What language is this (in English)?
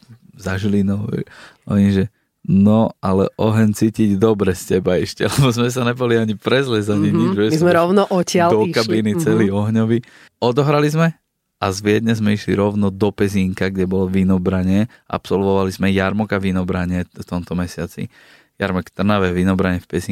Slovak